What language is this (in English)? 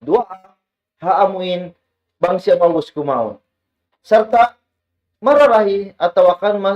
Tausug